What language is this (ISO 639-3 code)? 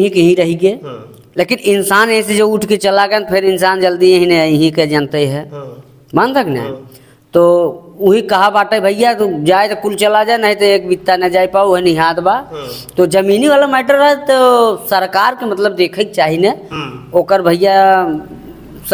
bho